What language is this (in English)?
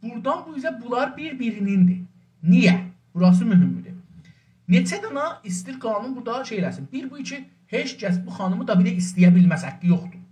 South Azerbaijani